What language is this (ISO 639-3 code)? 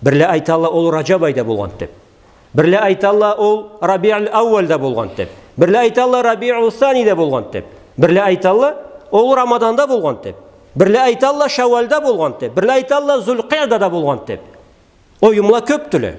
krc